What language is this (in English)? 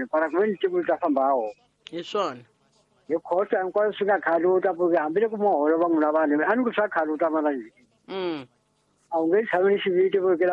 Tsonga